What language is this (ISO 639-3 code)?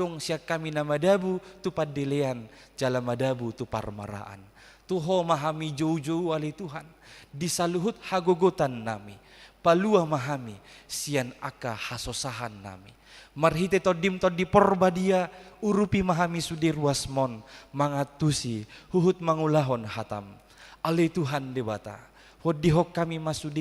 bbc